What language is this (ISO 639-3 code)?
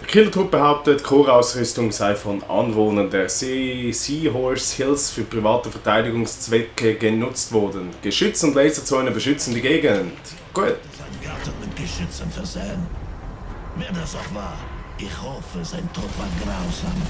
gsw